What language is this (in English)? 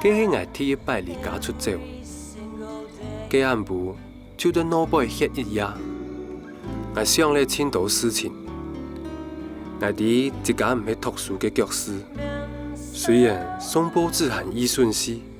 Hakka Chinese